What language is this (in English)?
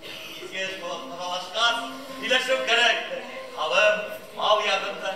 Bashkir